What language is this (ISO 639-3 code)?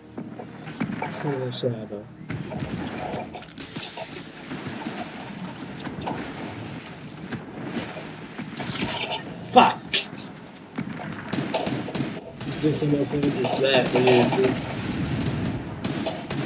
swe